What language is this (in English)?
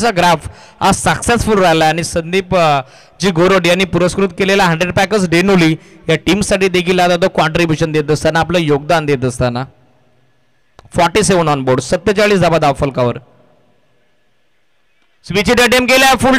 Marathi